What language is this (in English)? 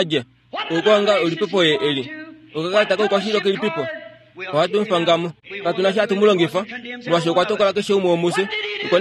Kuanyama